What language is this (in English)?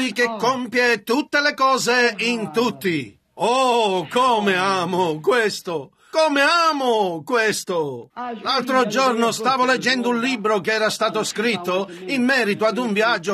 Italian